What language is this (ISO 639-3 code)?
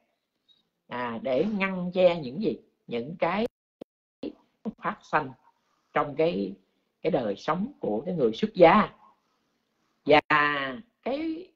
vie